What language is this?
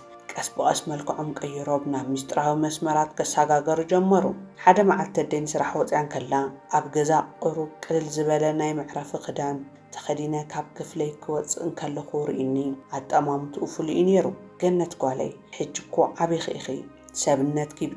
Tigrinya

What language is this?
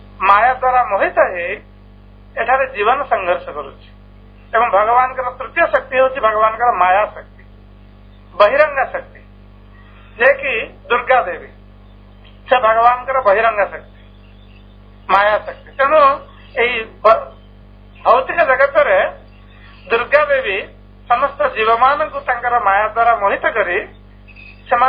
Odia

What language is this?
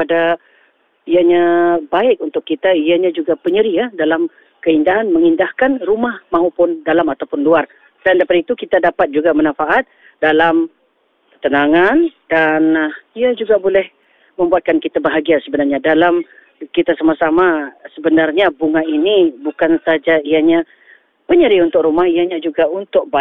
Malay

